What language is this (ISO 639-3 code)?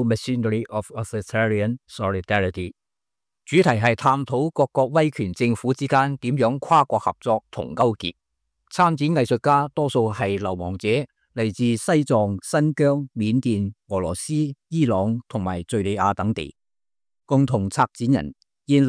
yue